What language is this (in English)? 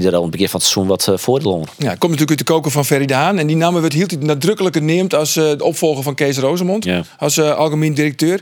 Western Frisian